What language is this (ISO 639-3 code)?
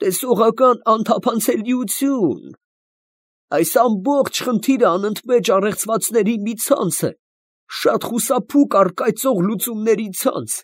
hye